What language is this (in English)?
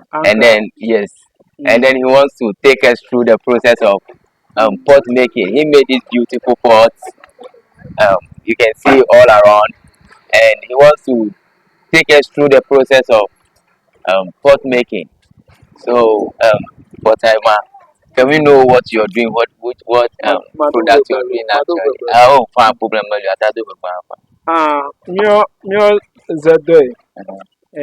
Ewe